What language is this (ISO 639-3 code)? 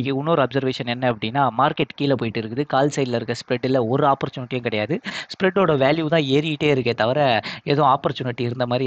tam